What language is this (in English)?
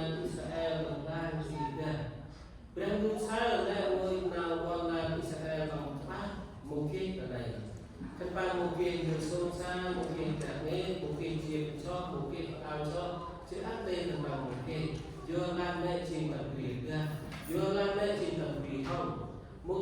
Central Mnong